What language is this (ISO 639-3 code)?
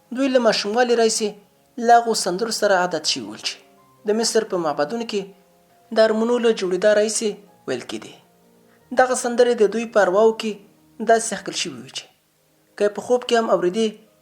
pus